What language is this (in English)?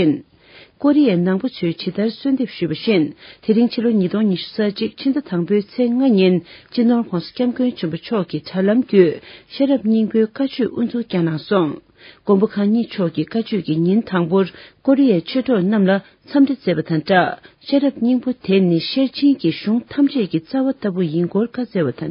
Tibetan